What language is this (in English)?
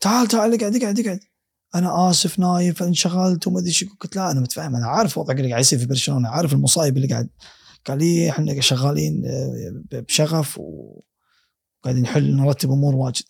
Gulf Arabic